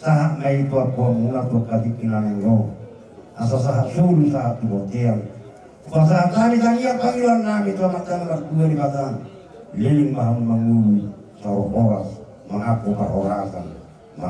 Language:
Batak Toba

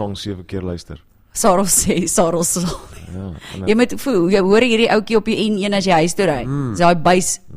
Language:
Afrikaans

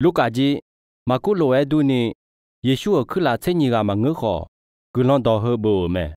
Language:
Akha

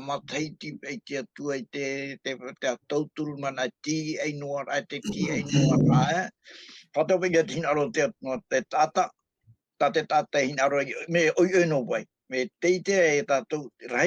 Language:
Tahitian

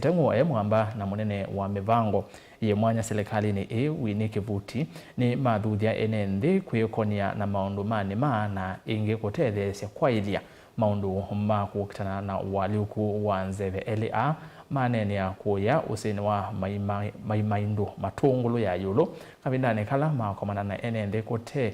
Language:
Kamba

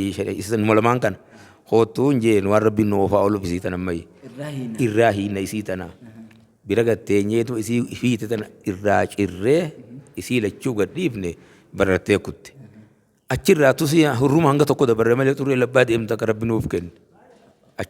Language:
Oromo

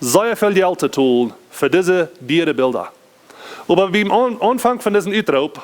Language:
Plautdietsch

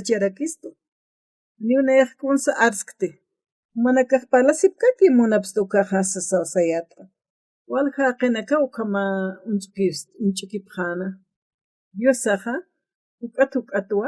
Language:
Aymara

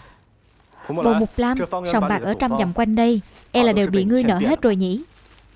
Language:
Vietnamese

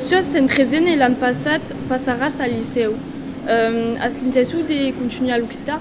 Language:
Occitan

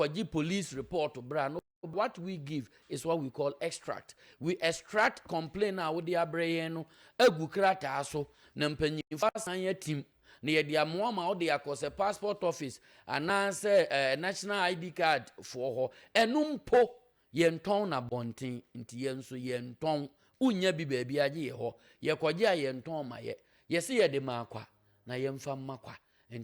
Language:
Akan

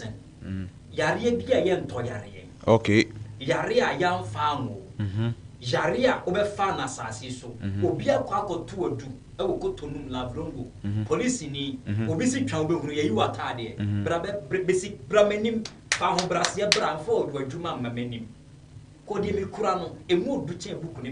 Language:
Akan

